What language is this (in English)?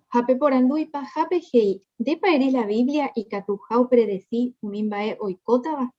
Guarani